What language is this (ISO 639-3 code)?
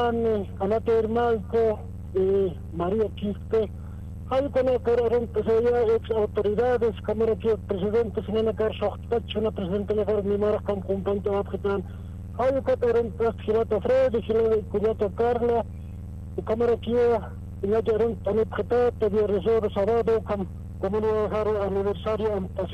aym